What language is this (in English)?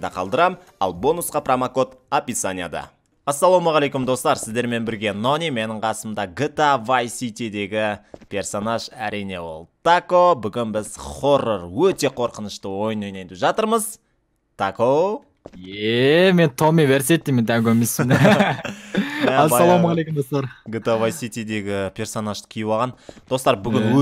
Kazakh